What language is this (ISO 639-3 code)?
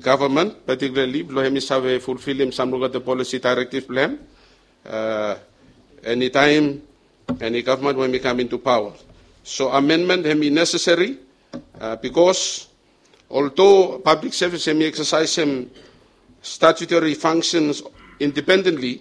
bis